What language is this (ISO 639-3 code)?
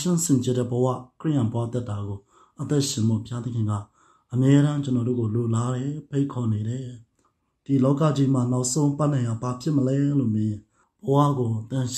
mya